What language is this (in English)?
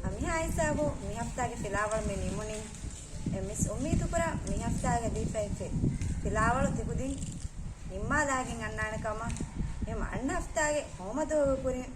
Divehi